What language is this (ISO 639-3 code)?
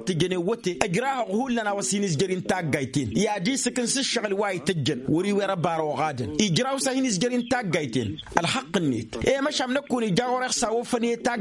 taq